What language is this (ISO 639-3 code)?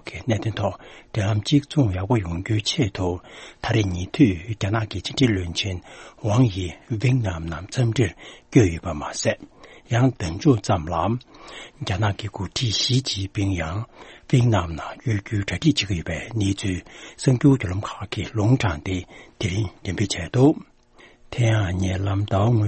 bod